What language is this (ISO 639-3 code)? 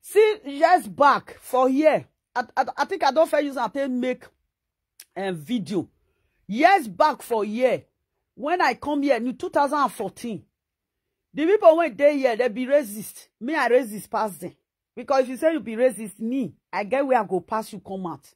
pcm